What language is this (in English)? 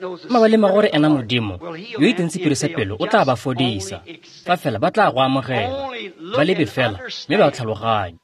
Tswana